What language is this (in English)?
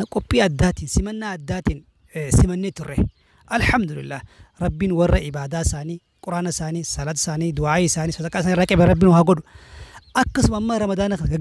Oromo